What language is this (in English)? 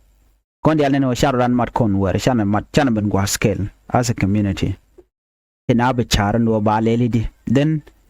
Nuer